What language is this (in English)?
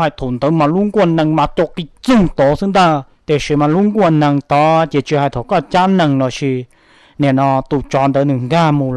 Hmong